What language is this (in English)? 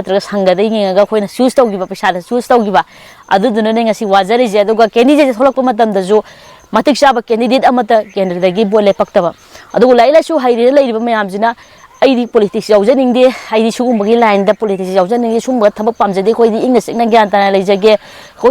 Manipuri